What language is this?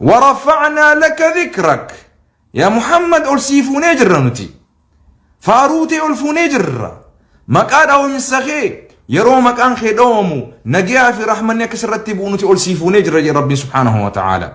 Oromo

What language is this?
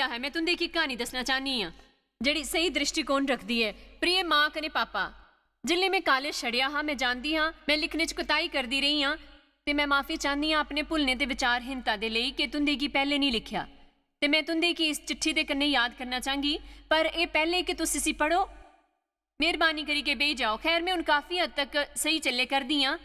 Dogri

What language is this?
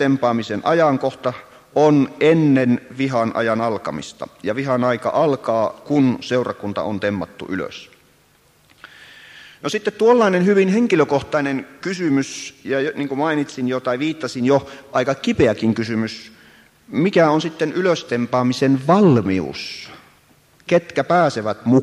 Finnish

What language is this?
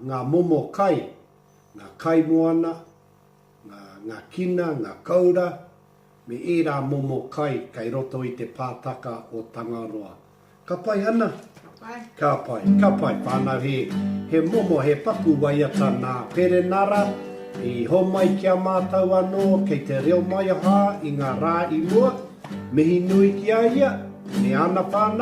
Māori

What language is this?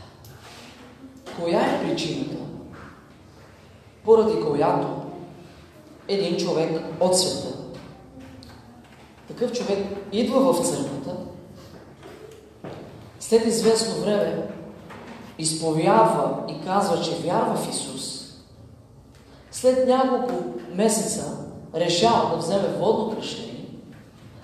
Bulgarian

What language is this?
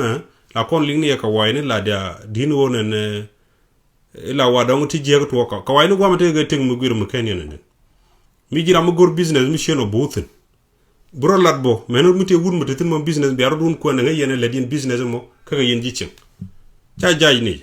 Nuer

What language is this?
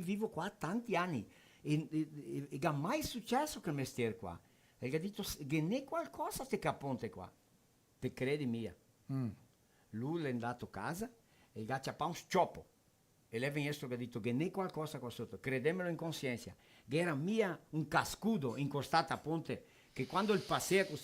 Venetian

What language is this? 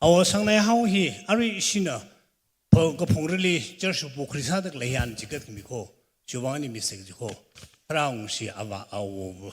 Tangkhul Naga (India)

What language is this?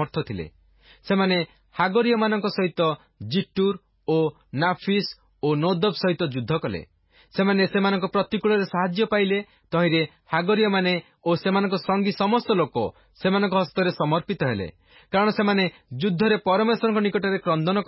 Odia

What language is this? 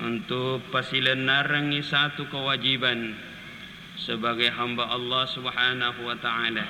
Buginese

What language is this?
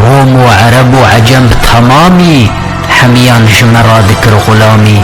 Kurdish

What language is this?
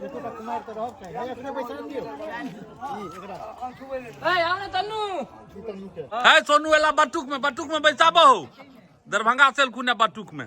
Maithili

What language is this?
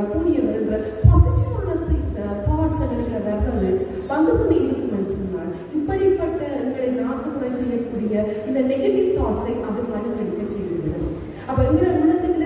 Tamil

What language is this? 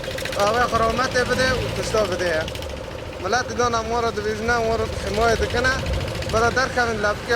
Kurdish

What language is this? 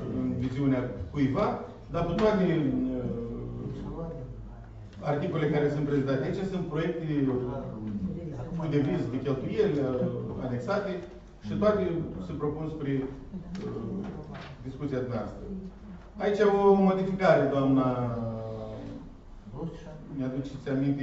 Romanian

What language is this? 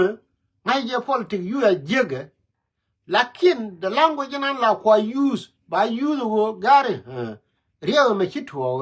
Nuer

